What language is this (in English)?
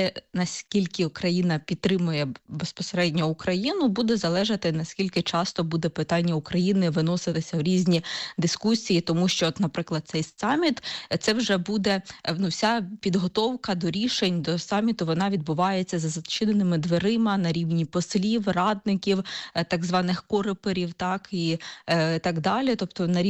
Ukrainian